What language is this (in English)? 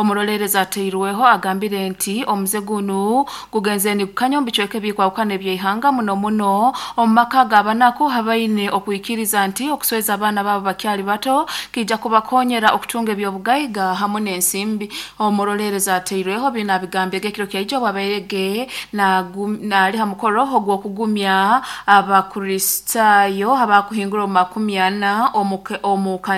Nyoro